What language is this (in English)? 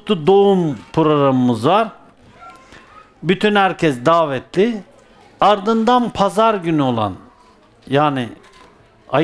Turkish